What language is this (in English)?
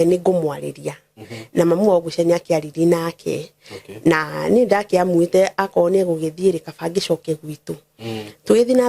Kikuyu